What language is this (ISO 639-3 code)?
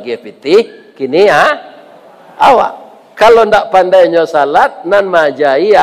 min